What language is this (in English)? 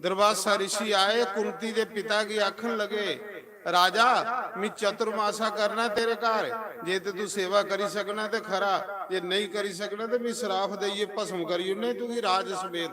Dogri